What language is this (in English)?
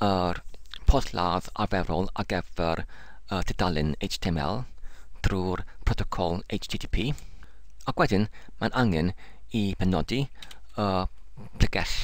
Welsh